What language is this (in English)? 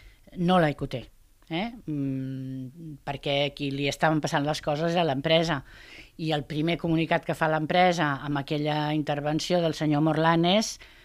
Catalan